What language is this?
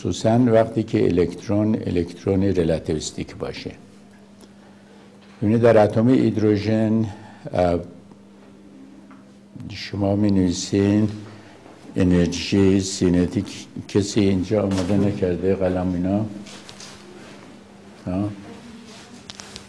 Persian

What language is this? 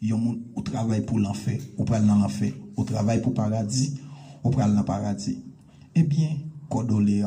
Haitian Creole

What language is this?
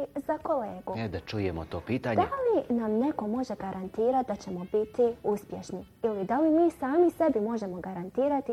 Bosnian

